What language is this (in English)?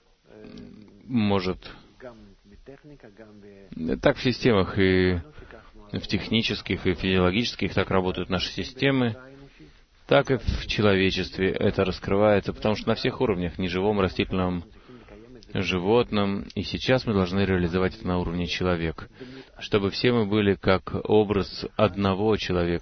Russian